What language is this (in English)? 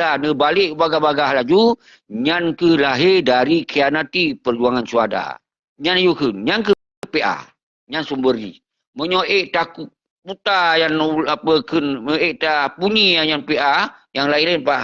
Achinese